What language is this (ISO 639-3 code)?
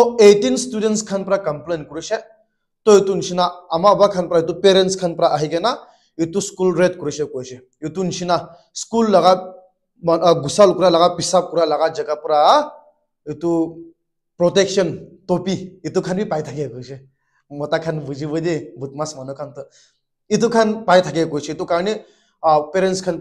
nag